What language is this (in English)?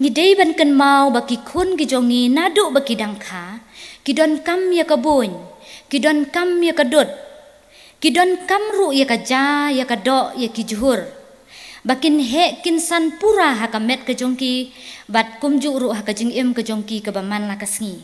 Khasi